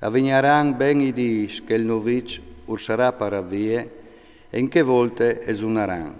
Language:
Friulian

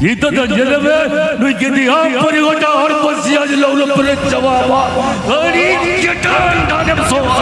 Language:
Santali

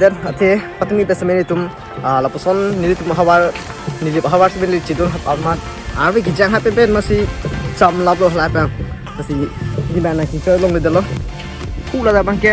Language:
Karbi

